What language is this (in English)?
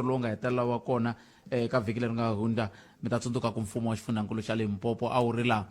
Tsonga